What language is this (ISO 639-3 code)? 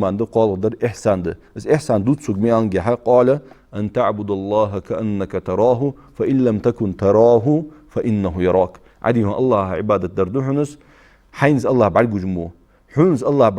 inh